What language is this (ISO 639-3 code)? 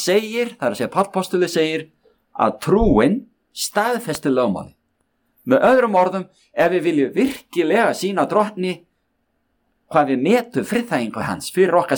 isl